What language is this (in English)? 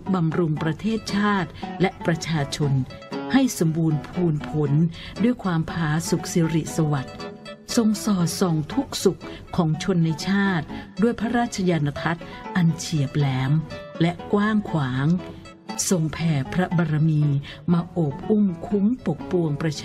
Thai